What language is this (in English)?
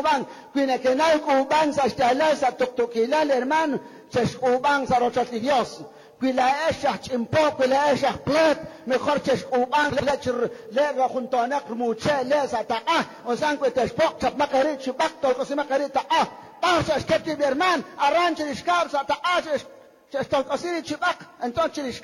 Kekchí